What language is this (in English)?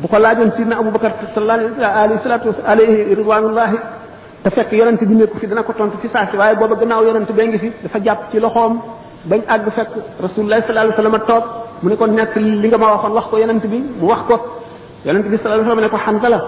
Wolof